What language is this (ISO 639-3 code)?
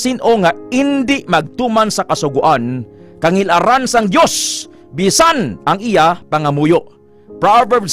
hil